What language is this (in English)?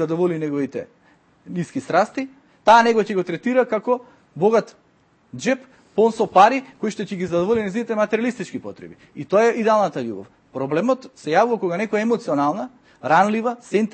Macedonian